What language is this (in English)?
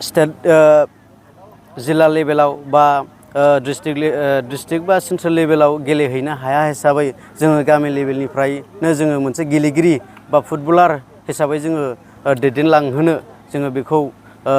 Bodo